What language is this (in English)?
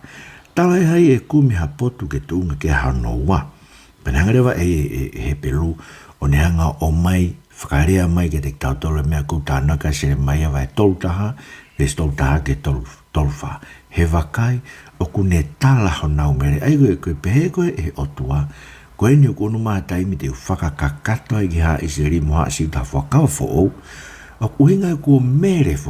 Tongan